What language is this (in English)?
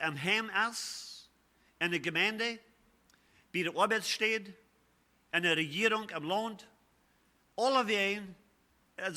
Plautdietsch